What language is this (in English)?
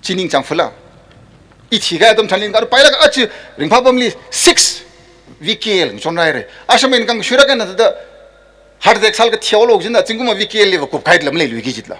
Tangkhul Naga (India)